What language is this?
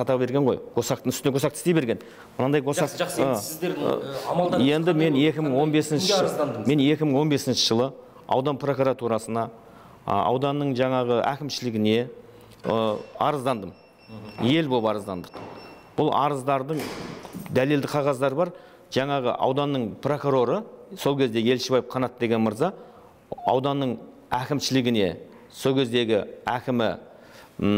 Kazakh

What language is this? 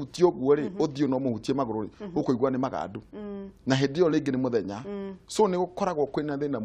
Kikuyu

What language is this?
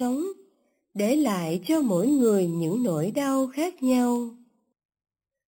Vietnamese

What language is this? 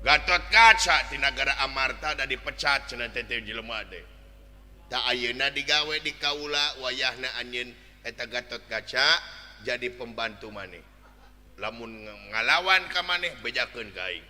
Sundanese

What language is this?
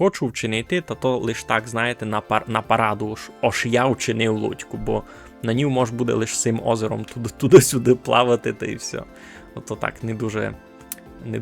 Rusyn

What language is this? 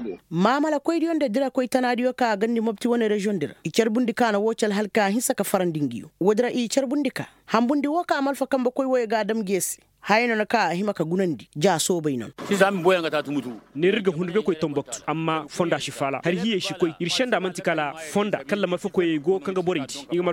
Koyraboro Senni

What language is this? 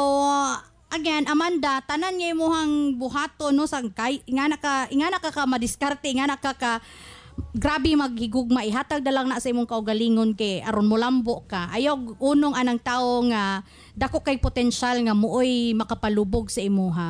Cebuano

